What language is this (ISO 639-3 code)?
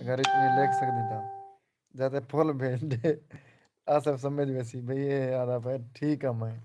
skr